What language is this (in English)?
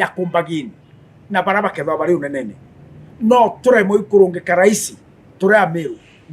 Meru